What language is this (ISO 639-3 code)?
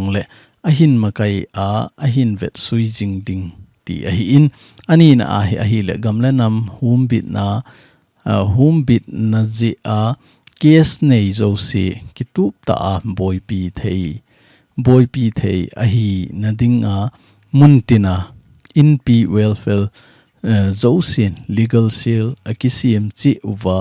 tcz